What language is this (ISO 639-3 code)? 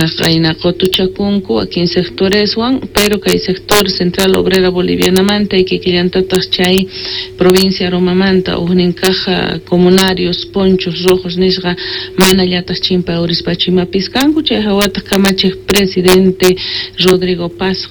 que